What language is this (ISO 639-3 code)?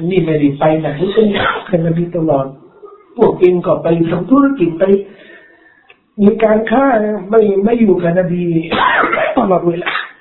tha